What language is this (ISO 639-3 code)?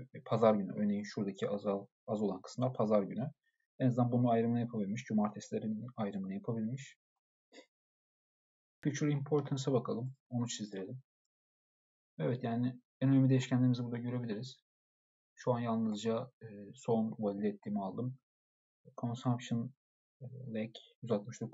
tur